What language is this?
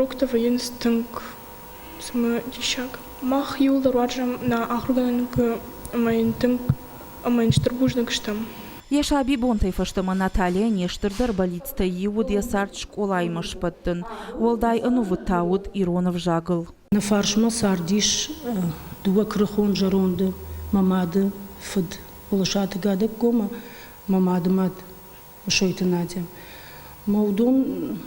Ossetic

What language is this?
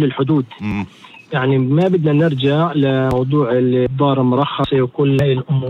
North Levantine Arabic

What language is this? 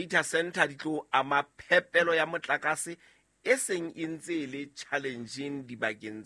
Southern Sotho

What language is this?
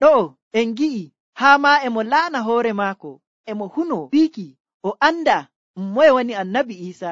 Nigerian Fulfulde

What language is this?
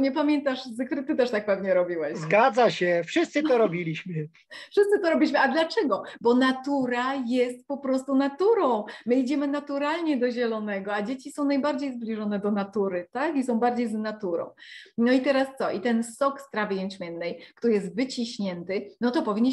Polish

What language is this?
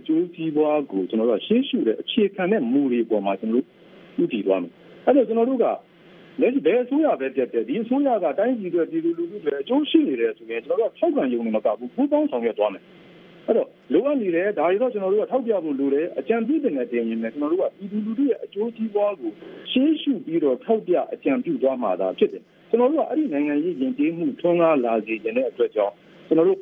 Burmese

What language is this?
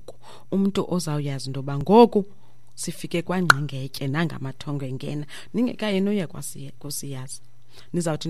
Xhosa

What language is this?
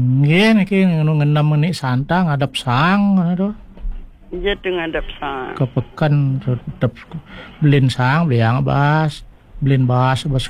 Balinese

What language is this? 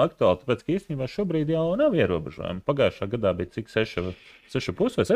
Latvian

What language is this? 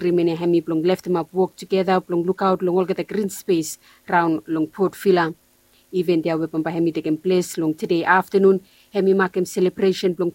Bislama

